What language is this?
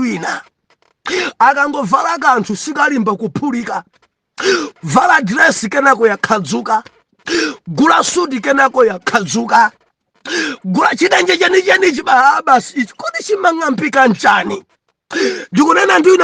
Nyanja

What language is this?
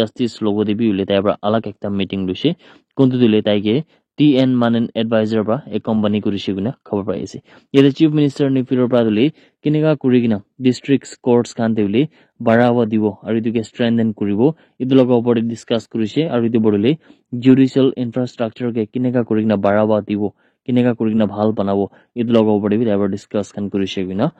Naga Pidgin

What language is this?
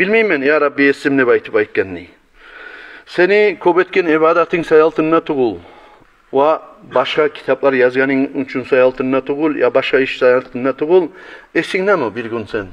Kumyk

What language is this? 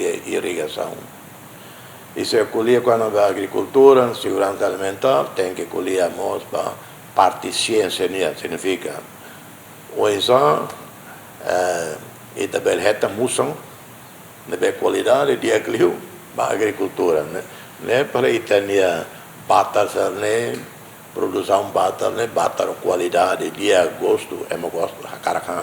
Tetum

